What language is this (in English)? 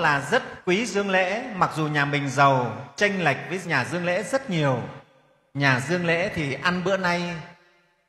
Vietnamese